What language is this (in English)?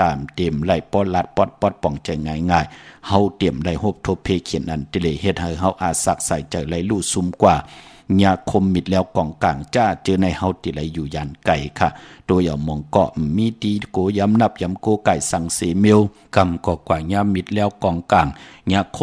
Shan